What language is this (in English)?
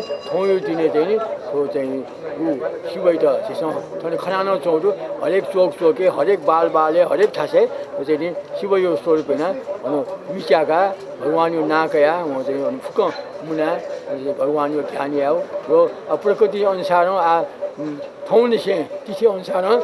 Newari